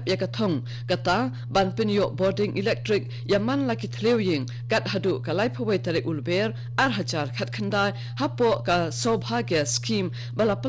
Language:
Khasi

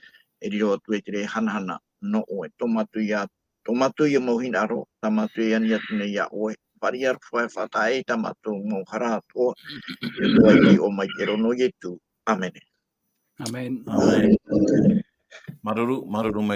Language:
Tahitian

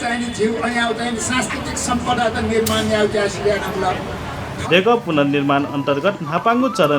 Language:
Newari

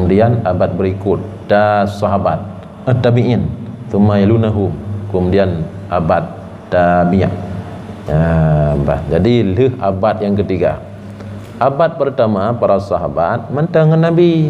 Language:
Achinese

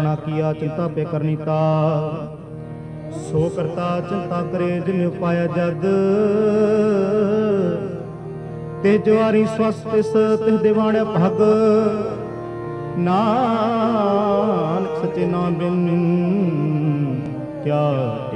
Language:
Punjabi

